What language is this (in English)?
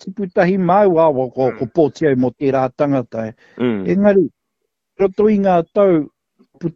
Māori